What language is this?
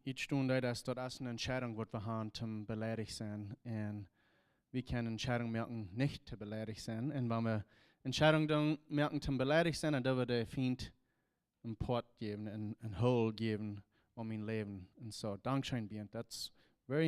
Plautdietsch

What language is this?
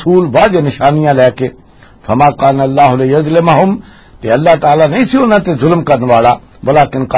Western Panjabi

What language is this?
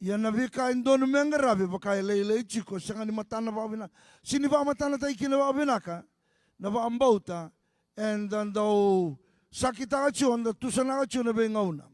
Fijian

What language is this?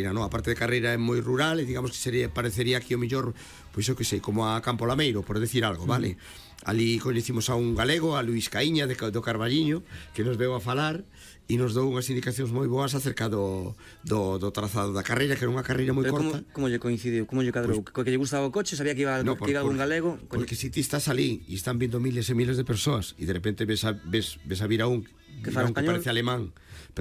Galician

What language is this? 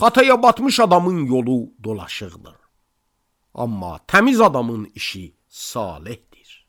Azerbaijani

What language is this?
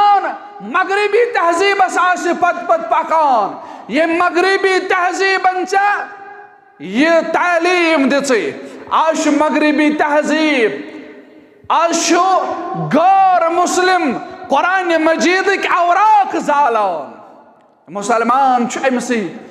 Kashmiri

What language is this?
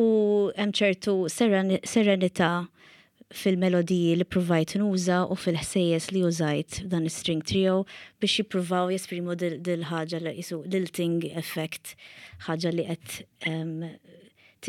Maltese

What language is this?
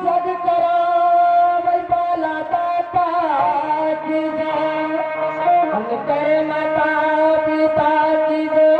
Maithili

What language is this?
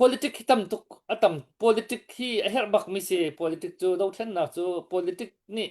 Hakha Chin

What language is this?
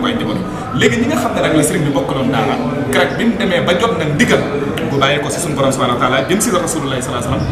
Wolof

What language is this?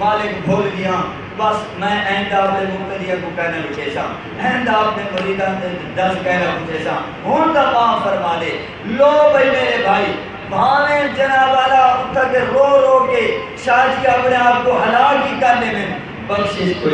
Saraiki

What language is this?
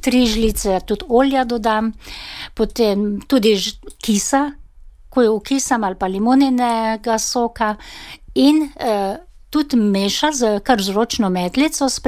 Slovenian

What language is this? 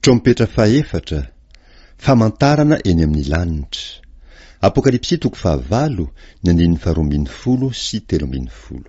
Malagasy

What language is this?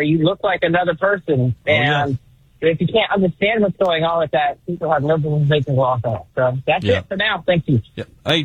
English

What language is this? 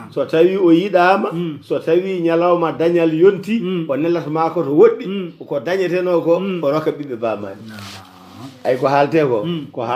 Fula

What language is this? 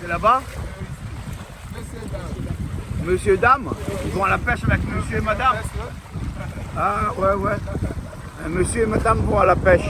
Réunion Creole French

